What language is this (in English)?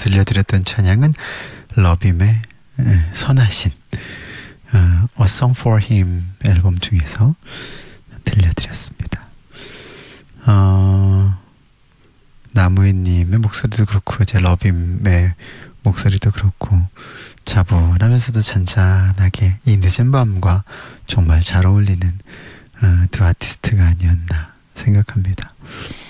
Korean